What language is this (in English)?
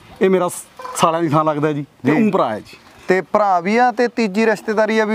Punjabi